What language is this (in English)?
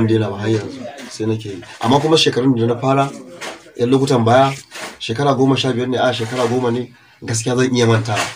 Hausa